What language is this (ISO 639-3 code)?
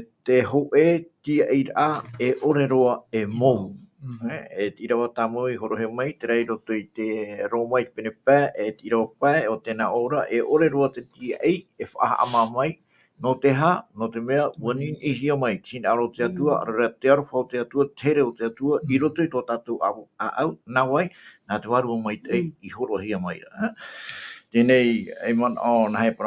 tah